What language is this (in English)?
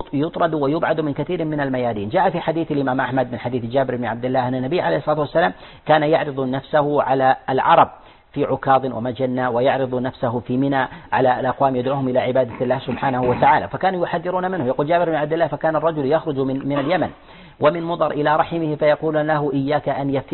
Arabic